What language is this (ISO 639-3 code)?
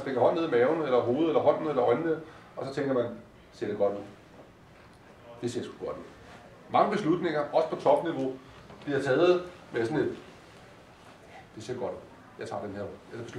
dan